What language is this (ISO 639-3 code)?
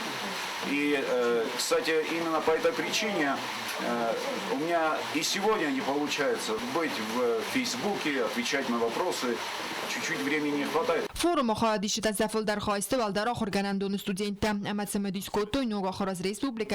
oss